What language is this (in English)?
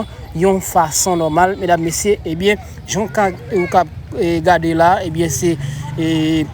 Haitian Creole